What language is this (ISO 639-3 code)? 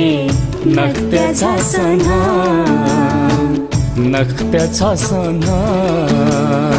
new